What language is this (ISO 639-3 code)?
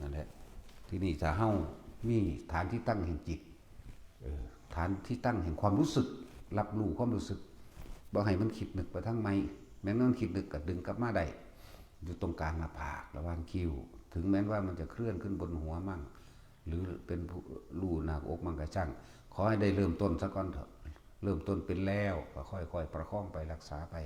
tts